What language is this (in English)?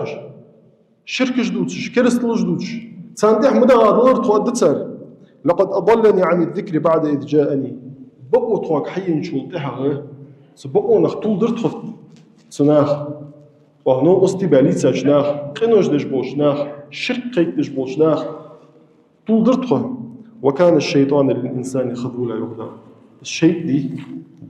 Ingush